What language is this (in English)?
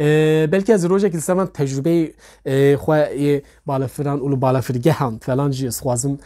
Kurdish